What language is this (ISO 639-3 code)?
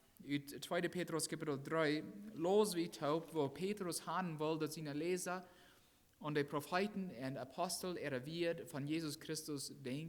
pdt